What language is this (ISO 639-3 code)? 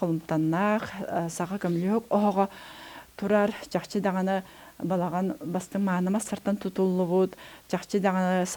sah